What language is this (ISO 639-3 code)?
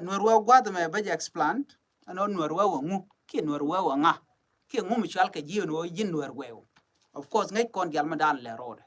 nus